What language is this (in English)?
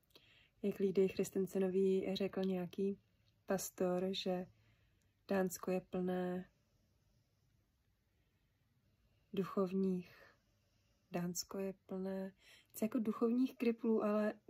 Czech